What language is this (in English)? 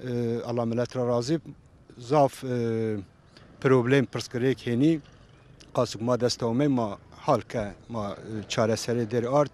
Zaza